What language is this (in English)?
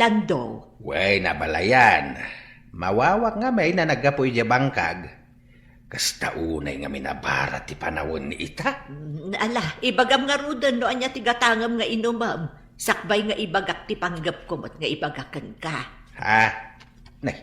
Iloko